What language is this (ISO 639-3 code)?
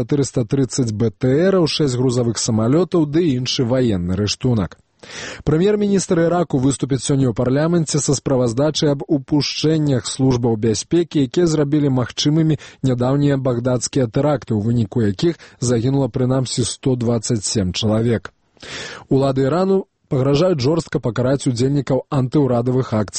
bel